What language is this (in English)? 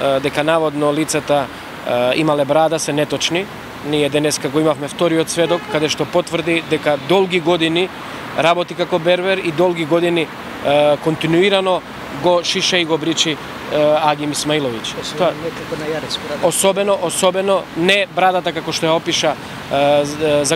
Macedonian